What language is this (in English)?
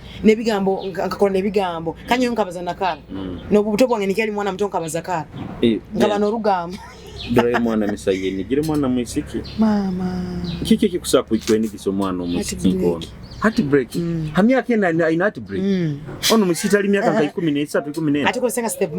Nyoro